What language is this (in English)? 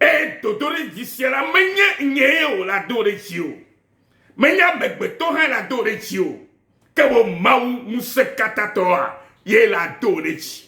Ewe